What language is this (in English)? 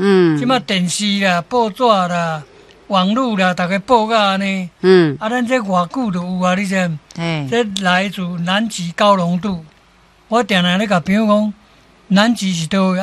Min Nan Chinese